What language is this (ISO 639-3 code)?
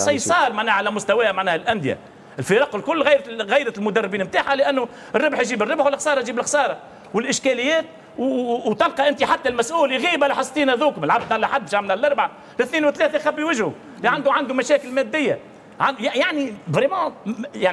aeb